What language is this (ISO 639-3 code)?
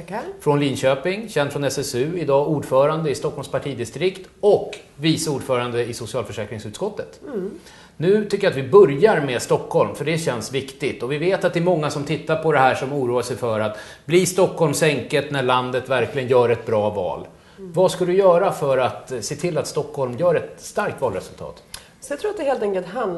swe